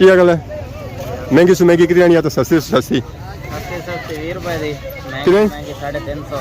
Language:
Pahari-Potwari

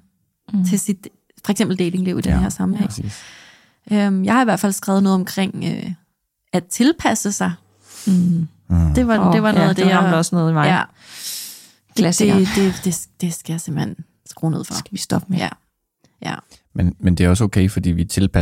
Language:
Danish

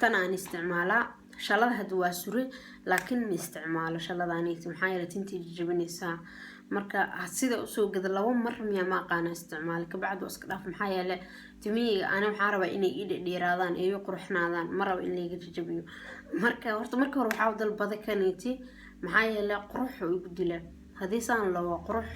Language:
Somali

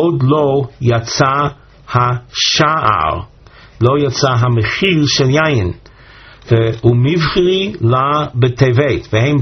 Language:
Hebrew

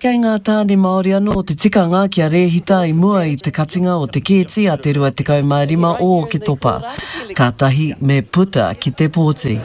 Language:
Māori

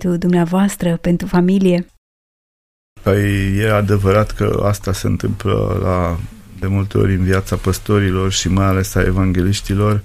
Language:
Romanian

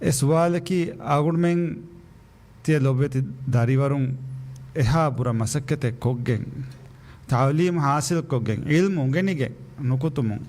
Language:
Divehi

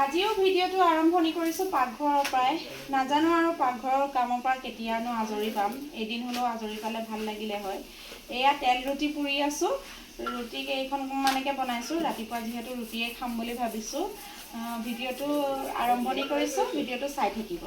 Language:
Assamese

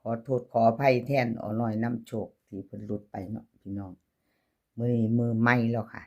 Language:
Northeastern Thai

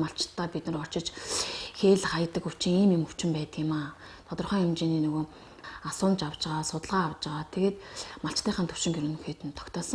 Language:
Mongolian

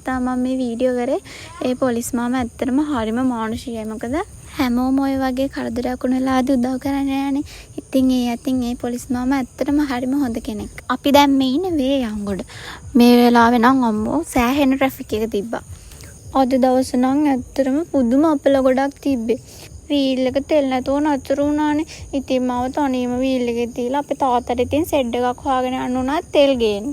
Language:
Sinhala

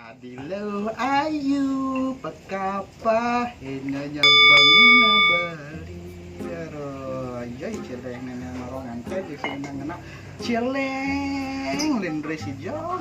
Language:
Balinese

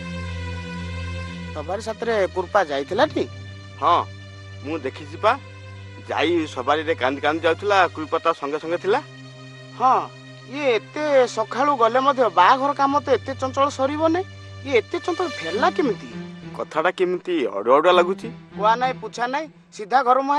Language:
Odia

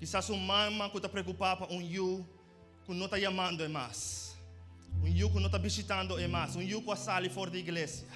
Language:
Papiamento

